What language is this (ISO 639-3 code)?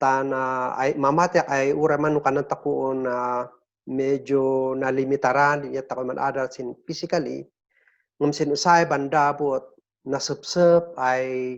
kne